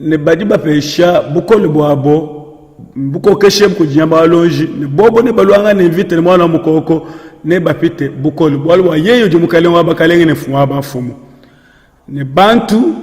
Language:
Luba-Lulua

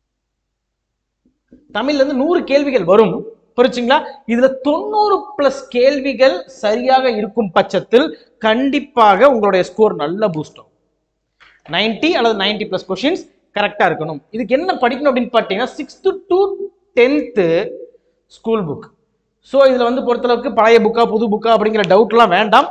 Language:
Tamil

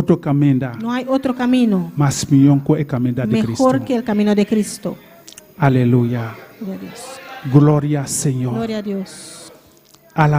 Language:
Papiamento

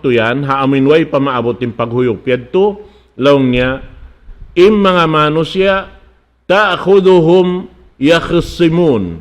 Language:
Tausug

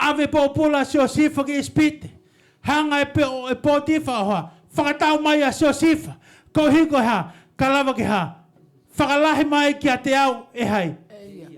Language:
Tongan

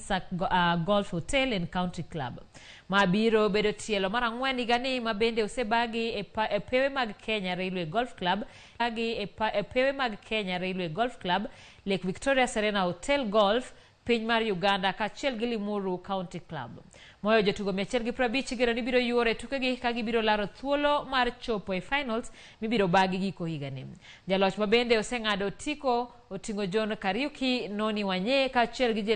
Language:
Luo (Kenya and Tanzania)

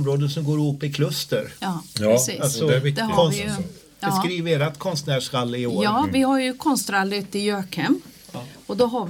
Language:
Swedish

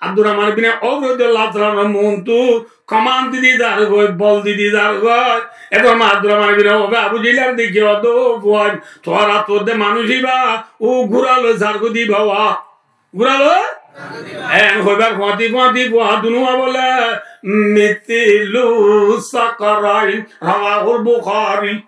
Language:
Rohingya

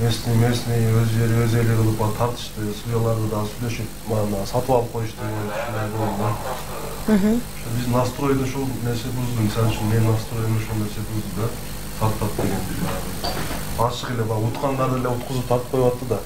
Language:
Kyrgyz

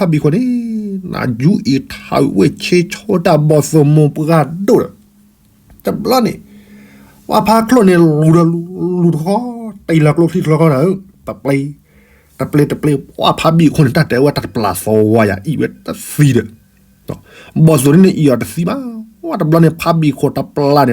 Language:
S'gaw Karen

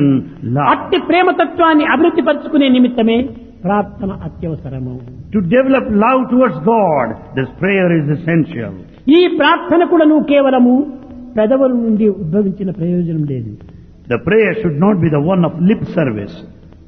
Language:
Telugu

